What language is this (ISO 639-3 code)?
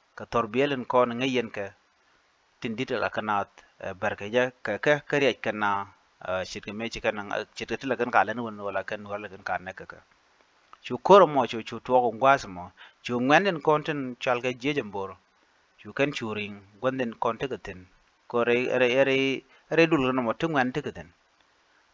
nus